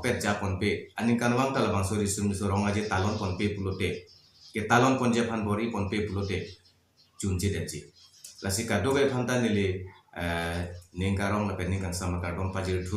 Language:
Karbi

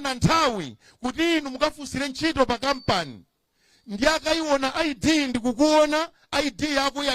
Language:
Nyanja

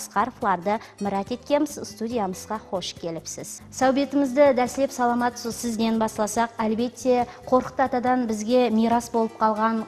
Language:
Kara-Kalpak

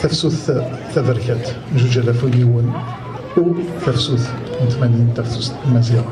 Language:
Kabyle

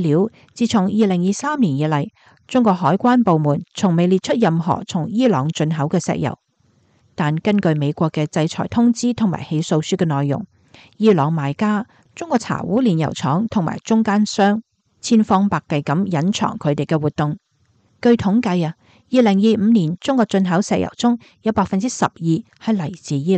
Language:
Cantonese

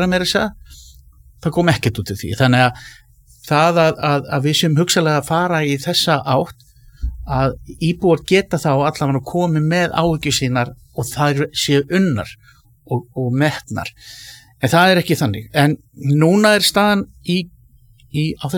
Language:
Icelandic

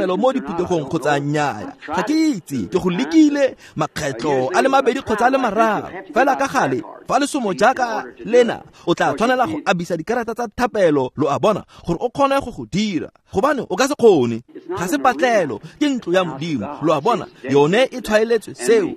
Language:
Tswana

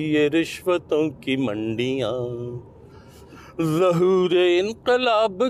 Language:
Urdu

